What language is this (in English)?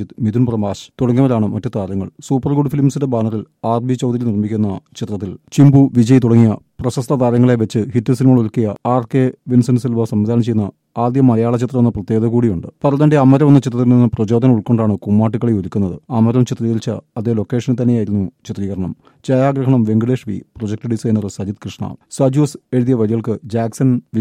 Malayalam